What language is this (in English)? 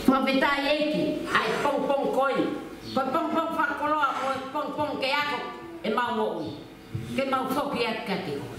Tongan